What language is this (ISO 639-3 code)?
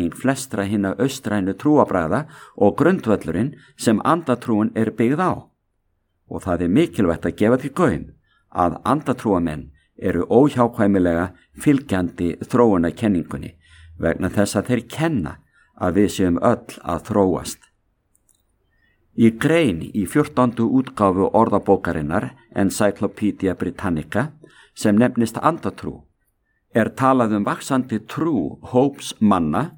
isl